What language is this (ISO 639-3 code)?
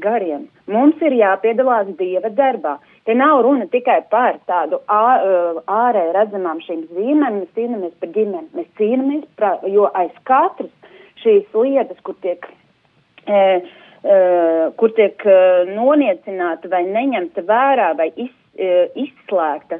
lav